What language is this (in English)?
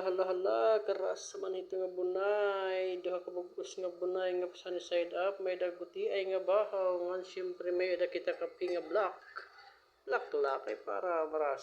Waray